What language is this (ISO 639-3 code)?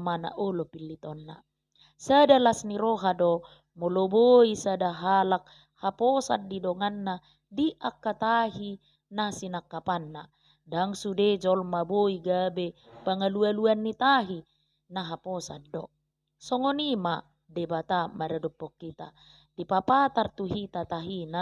bbc